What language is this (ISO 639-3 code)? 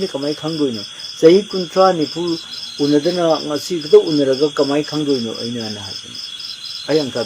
mni